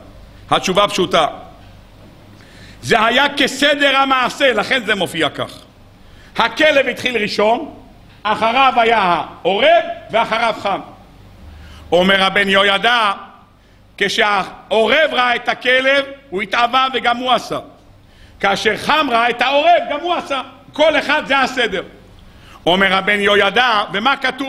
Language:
Hebrew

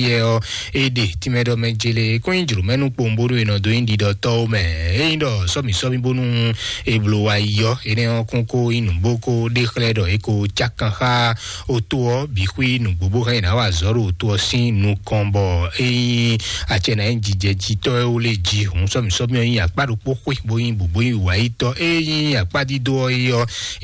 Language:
Fon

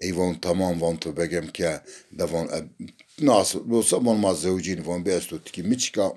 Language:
Zaza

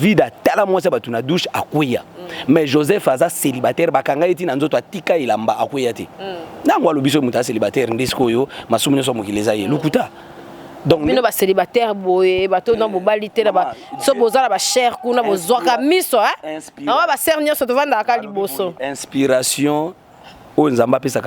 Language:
Lingala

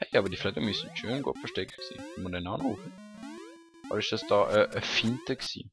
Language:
Swiss German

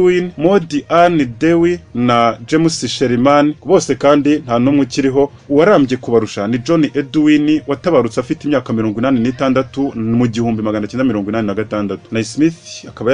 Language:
Kinyarwanda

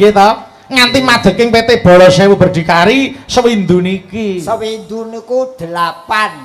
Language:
Javanese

